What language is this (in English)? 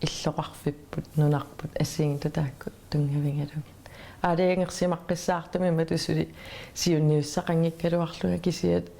Kalaallisut